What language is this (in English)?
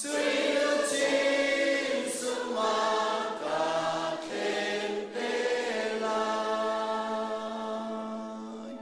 Hakha Chin